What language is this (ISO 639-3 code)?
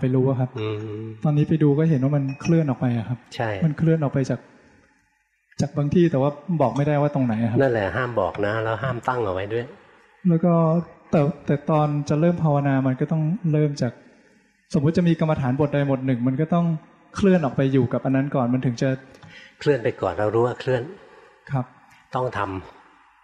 tha